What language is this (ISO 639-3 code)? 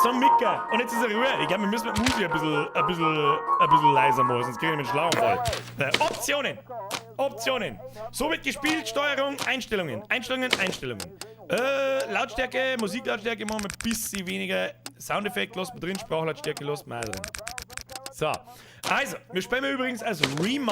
bar